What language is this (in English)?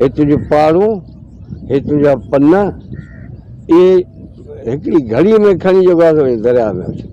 Sindhi